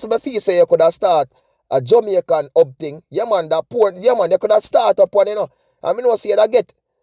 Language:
Jamaican Creole English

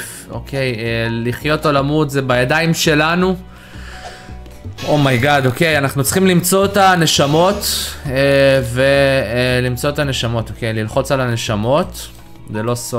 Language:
Hebrew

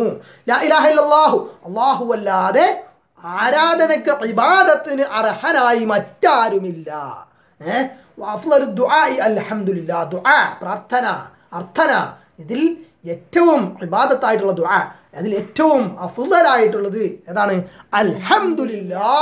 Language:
Malayalam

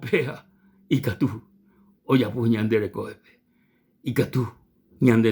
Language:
Guarani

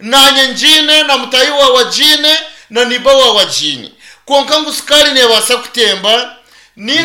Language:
Nyankole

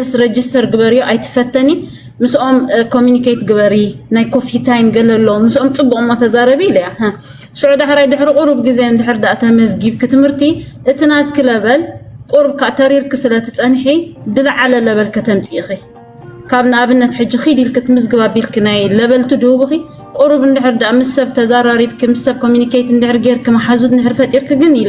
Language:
Tigrinya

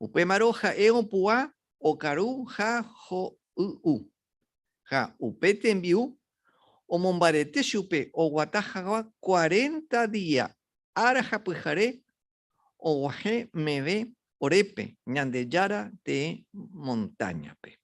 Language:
Guarani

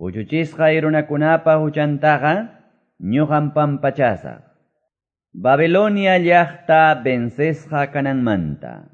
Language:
Quechua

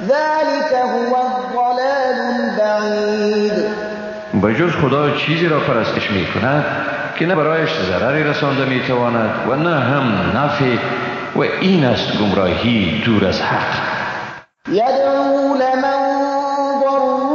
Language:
Persian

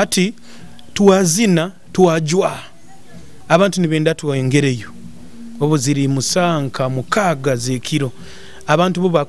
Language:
Nyoro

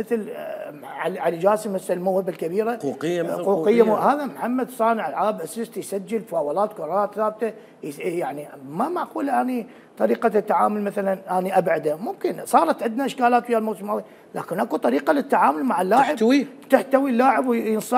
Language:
Mesopotamian Arabic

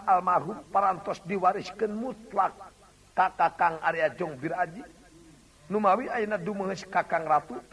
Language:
Sundanese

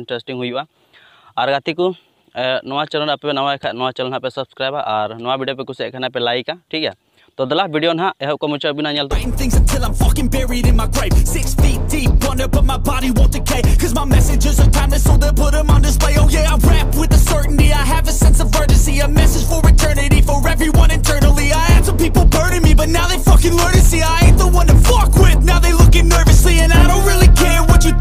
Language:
Santali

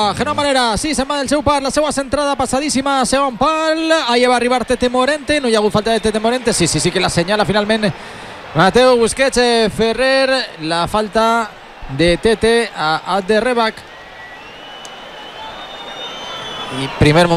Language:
Catalan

